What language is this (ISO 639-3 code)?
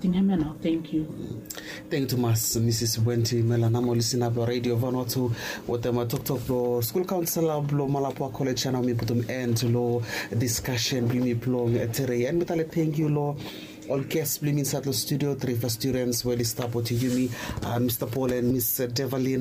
bis